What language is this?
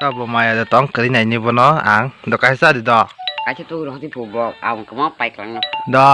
Kok Borok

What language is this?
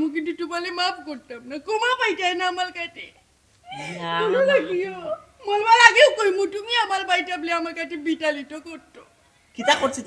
Sylheti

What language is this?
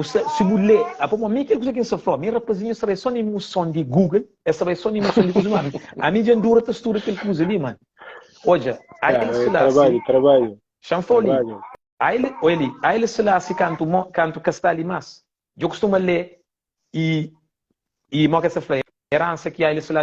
Kabuverdianu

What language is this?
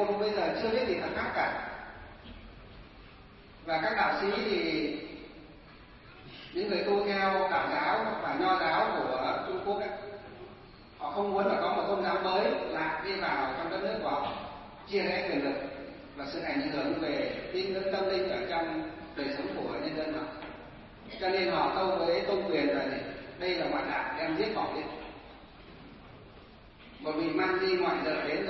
Vietnamese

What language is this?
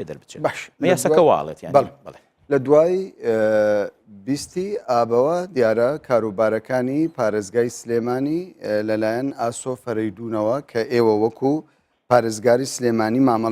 Central Kurdish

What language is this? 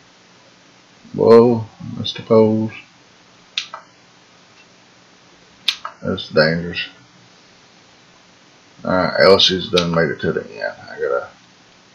English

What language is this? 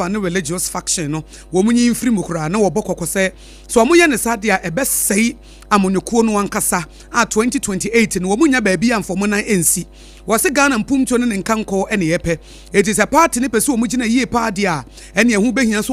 Akan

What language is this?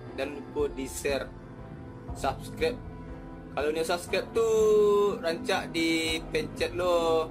Minangkabau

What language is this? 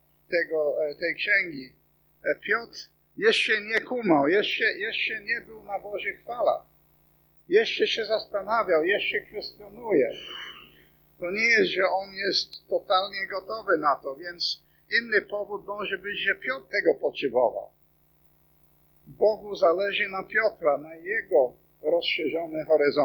Polish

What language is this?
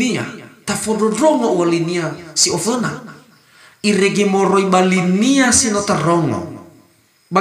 Nias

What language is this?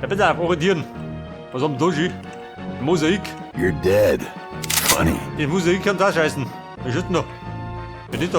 Bavarian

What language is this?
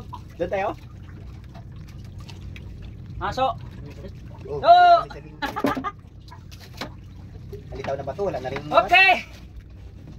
Filipino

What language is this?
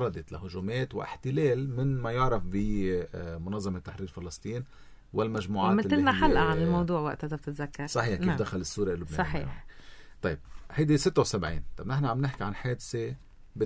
North Levantine Arabic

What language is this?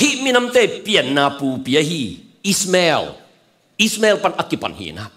Tedim Chin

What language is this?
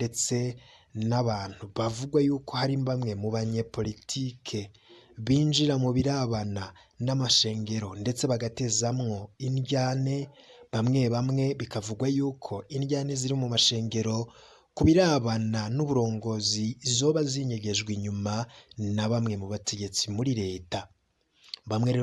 Rundi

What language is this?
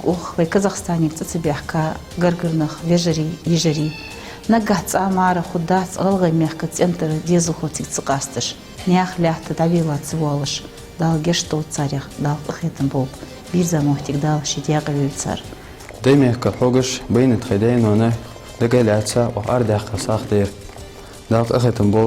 Ingush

